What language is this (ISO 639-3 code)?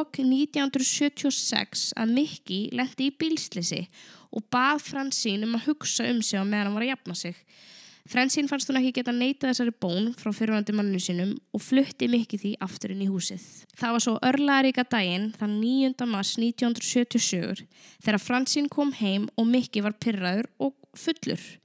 isl